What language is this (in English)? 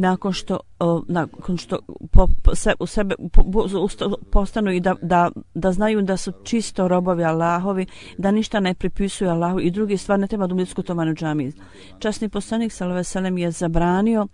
Croatian